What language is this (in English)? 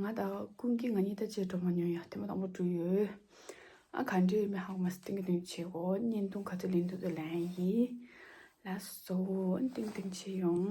Tibetan